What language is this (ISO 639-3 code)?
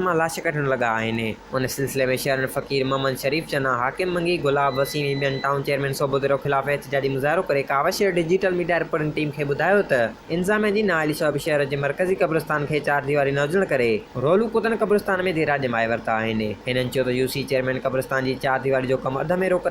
snd